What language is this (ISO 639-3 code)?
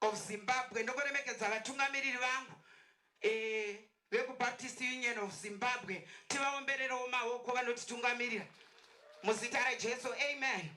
sna